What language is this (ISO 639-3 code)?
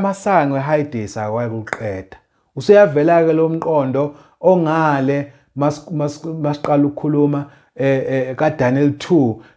zul